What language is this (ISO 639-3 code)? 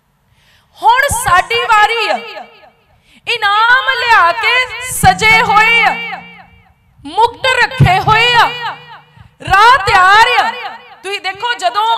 pan